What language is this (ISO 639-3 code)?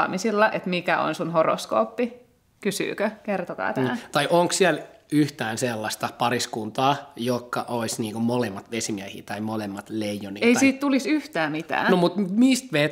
fin